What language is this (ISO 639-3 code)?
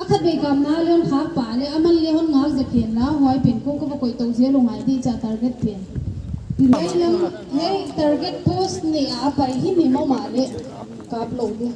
pck